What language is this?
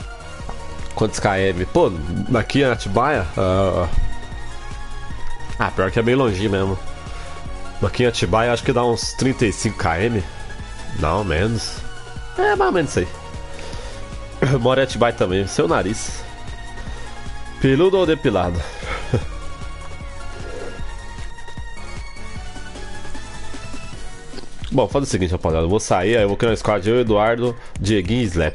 Portuguese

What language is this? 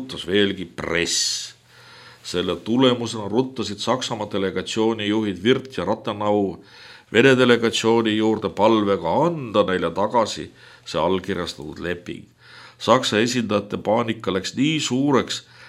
Estonian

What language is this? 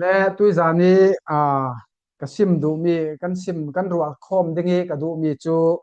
Falam Chin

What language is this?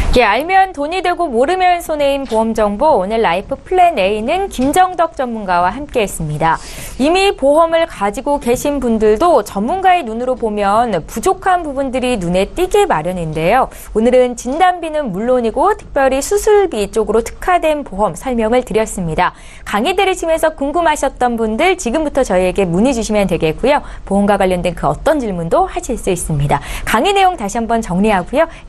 Korean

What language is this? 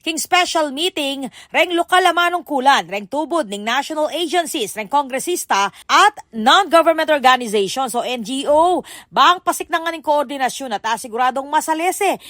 Pampanga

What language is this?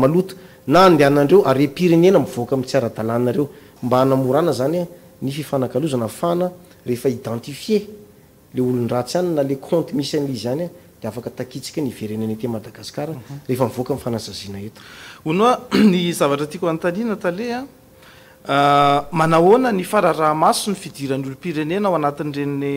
Malagasy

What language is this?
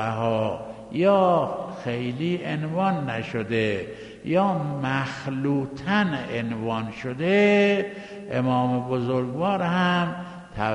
Persian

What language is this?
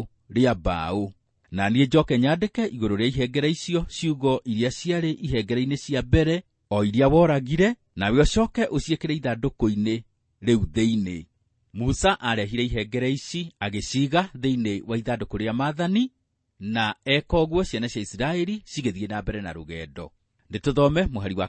Kikuyu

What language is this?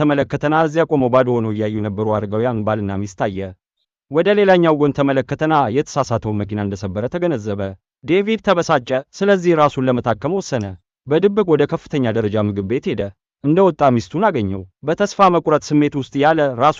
Amharic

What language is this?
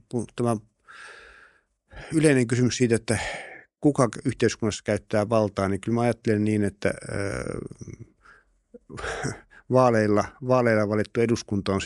Finnish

